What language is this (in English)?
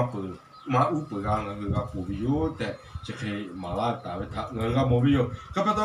Lahu